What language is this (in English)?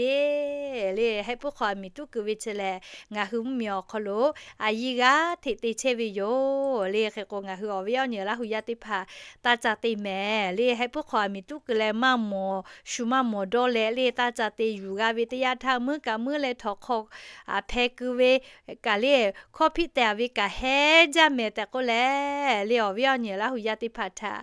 Lahu